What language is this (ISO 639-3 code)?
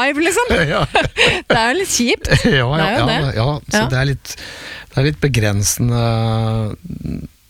nor